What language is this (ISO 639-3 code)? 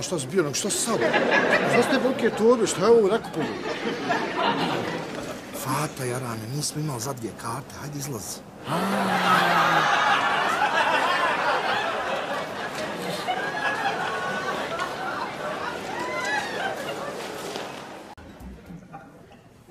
bos